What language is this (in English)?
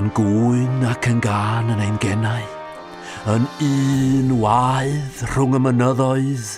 Welsh